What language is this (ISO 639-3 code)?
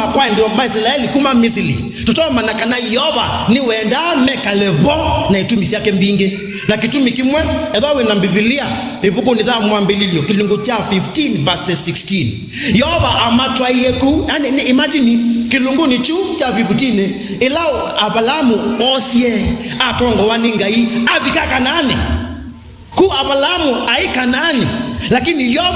kam